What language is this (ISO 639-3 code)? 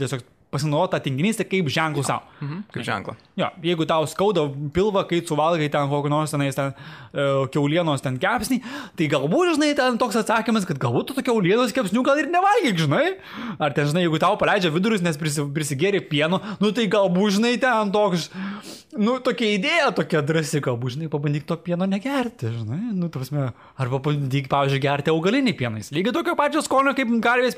lit